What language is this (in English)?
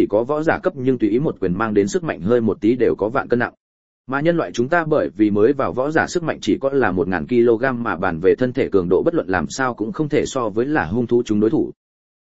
Vietnamese